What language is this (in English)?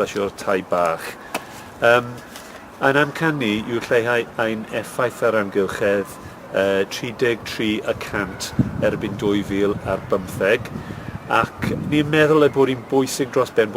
Welsh